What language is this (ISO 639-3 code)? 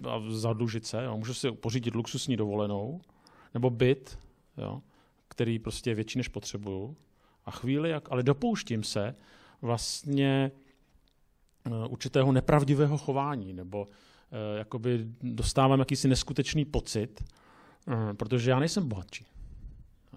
ces